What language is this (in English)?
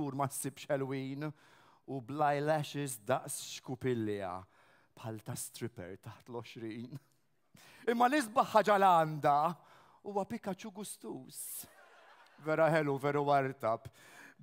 Maltese